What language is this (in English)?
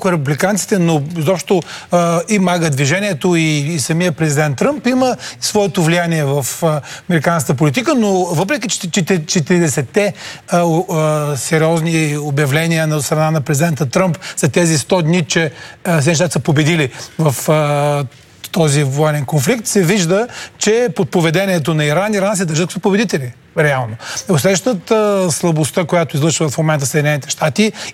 Bulgarian